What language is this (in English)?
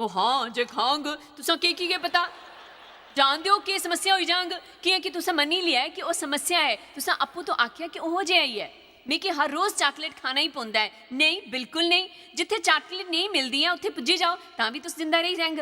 Dogri